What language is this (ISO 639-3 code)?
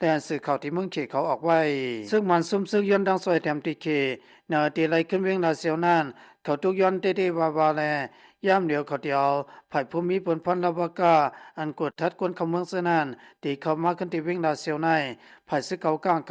shn